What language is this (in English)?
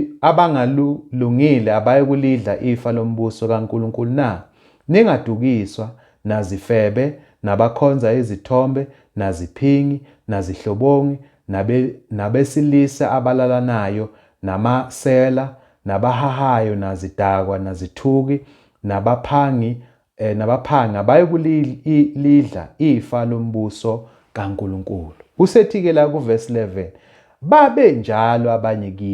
Zulu